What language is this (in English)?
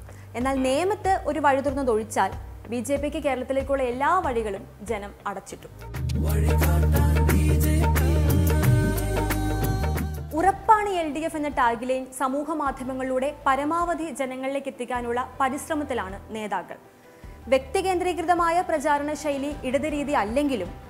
Malayalam